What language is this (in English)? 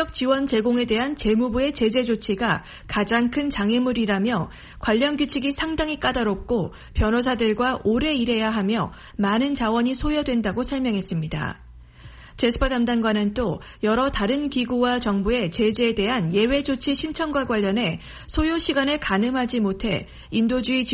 Korean